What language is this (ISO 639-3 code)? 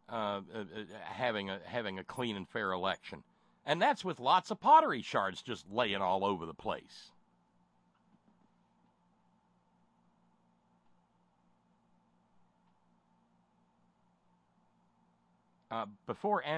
eng